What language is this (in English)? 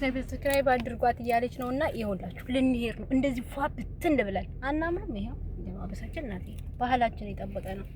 Amharic